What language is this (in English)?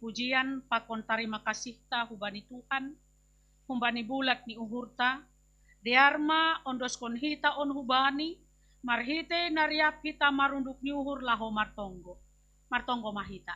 Batak Simalungun